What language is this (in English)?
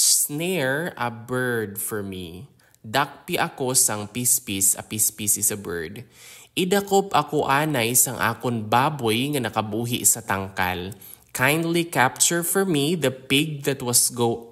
Hiligaynon